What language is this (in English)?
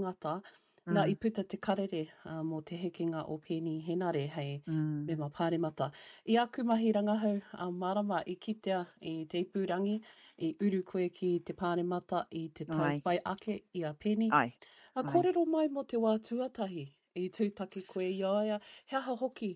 Māori